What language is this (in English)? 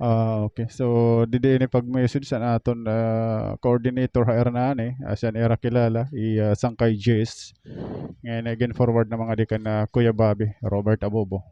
Waray